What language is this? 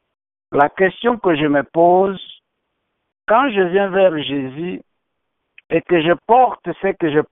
French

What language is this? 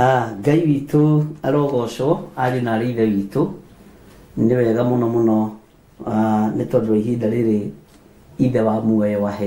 Kikuyu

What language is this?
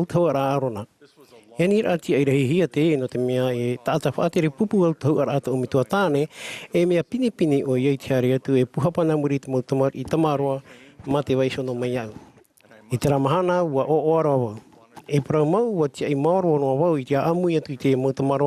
Tahitian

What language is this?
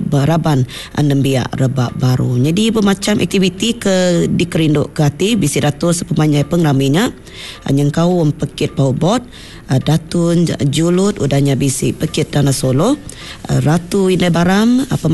Iban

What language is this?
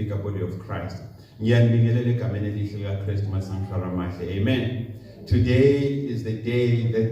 Zulu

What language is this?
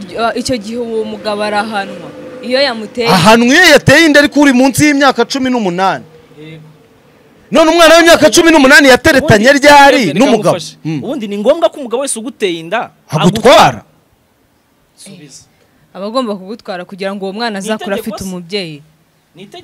Kinyarwanda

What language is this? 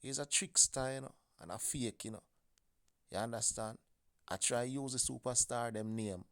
Jamaican Creole English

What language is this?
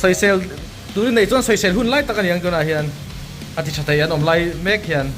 Mizo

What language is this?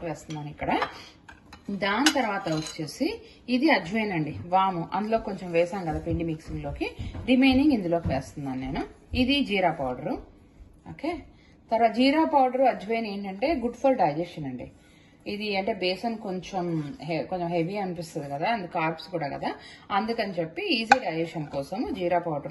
Telugu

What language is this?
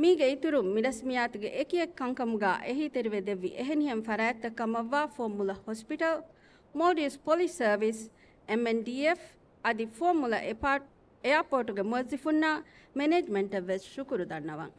Divehi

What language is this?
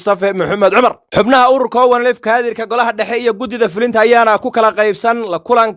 Somali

